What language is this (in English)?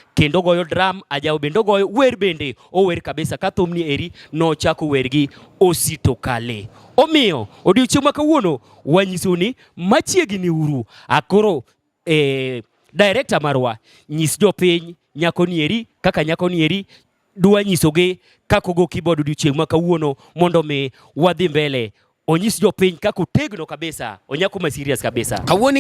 Luo (Kenya and Tanzania)